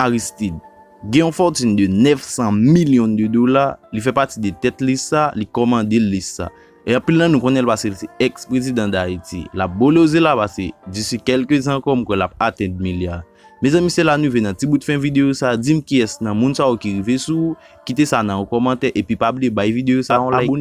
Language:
Haitian Creole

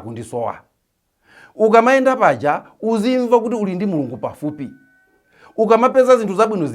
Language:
Nyanja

